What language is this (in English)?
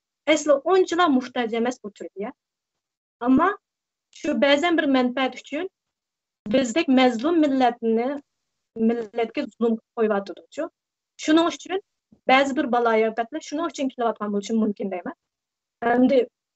Uyghur